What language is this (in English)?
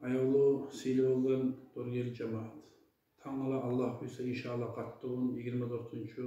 Kumyk